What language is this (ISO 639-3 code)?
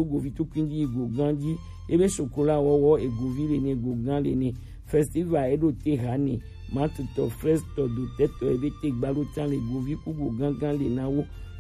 gej